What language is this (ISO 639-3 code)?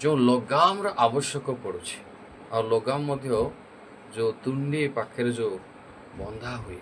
ori